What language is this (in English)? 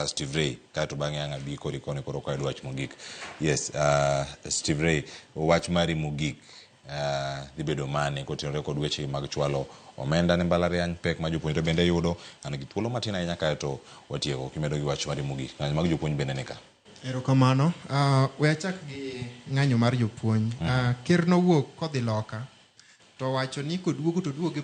Luo (Kenya and Tanzania)